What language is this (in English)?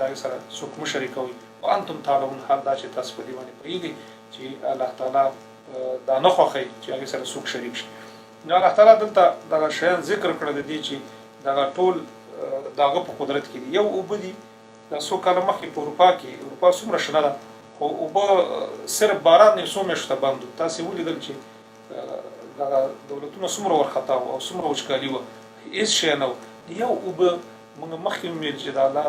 Pashto